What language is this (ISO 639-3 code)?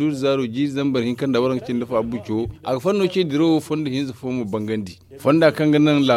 dje